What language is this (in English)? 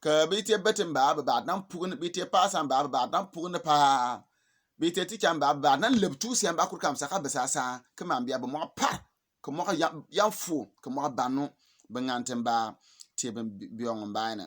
Bimoba